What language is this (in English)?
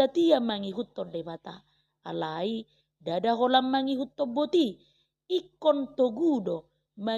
Batak Toba